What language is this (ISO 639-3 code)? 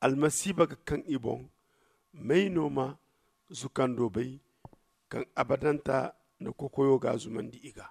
dje